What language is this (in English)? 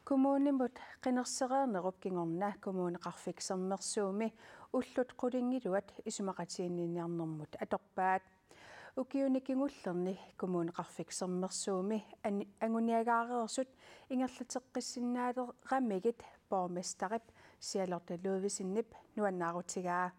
Kalaallisut